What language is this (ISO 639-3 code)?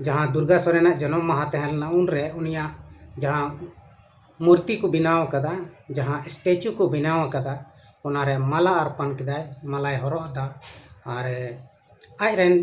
sat